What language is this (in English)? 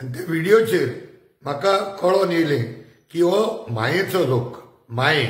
Konkani